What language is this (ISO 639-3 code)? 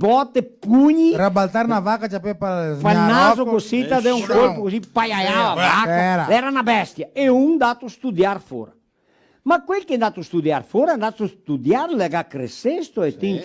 vec